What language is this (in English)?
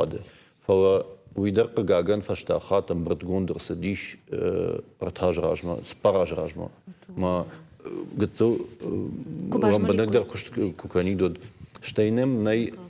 Ossetic